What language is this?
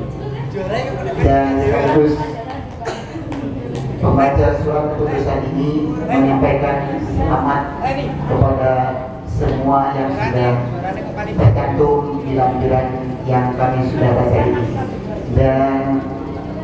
Indonesian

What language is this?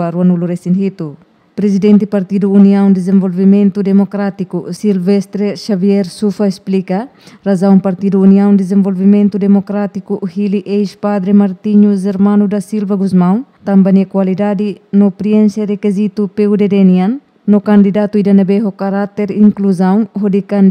Tetum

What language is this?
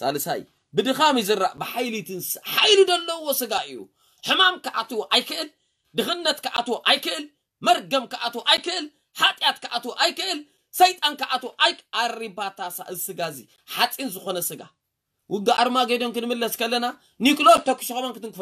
Tigrinya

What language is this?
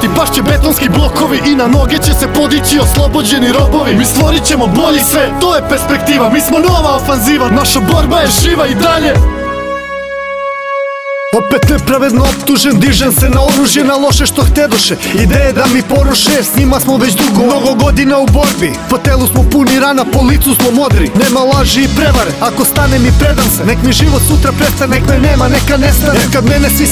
Serbian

